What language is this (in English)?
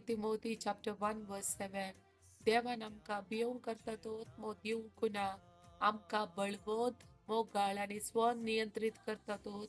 Konkani